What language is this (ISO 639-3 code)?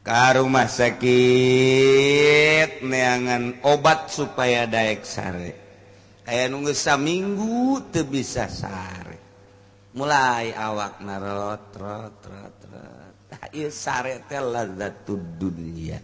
sun